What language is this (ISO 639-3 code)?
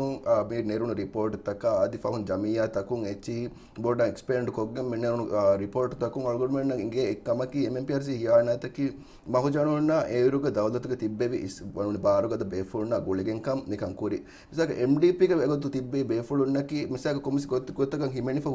div